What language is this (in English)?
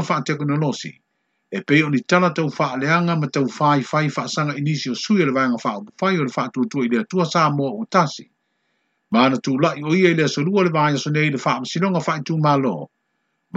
Samoan